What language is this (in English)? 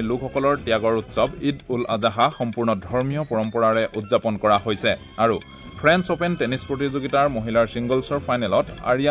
Assamese